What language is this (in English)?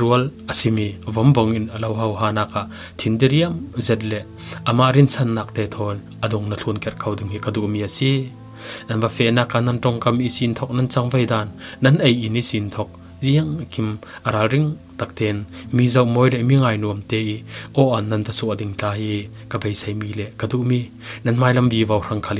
Falam Chin